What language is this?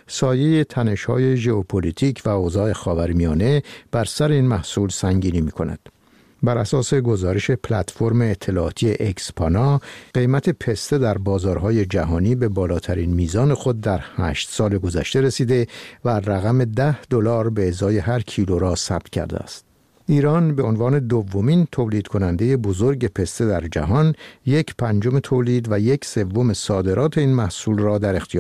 Persian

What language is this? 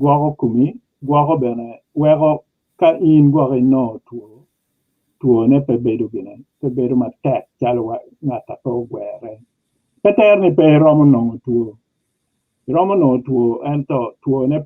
Acoli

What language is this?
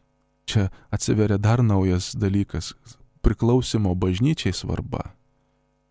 Lithuanian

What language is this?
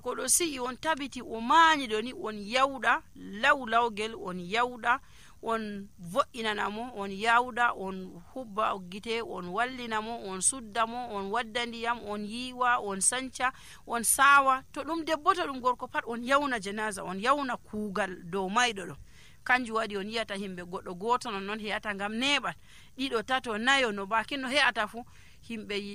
Nigerian Fulfulde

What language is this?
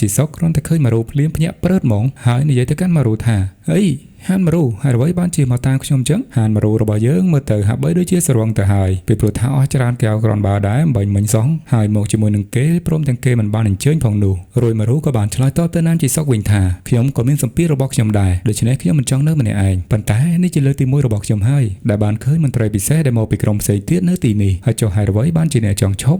Khmer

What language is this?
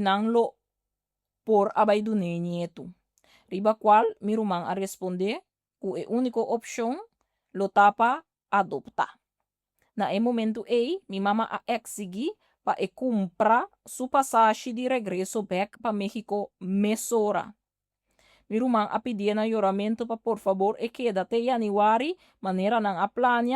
Papiamento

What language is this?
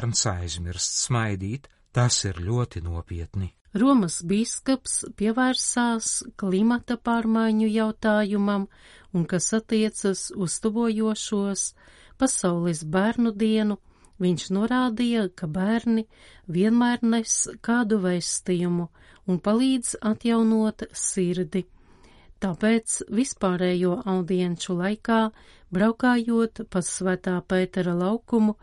Latvian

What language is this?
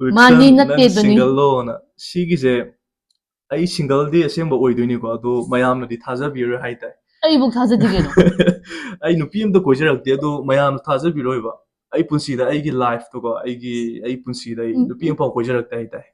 Manipuri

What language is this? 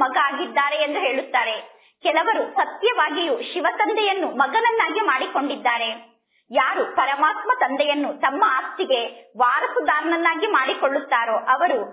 Kannada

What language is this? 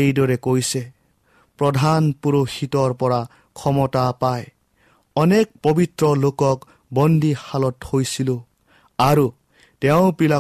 Assamese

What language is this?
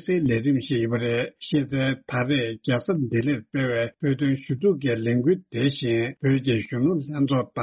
Tibetan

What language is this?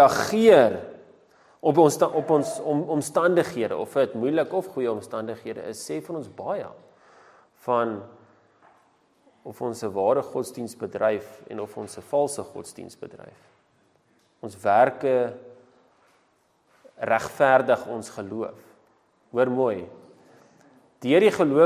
Afrikaans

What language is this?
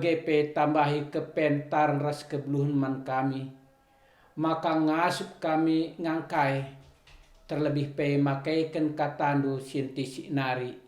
Batak Karo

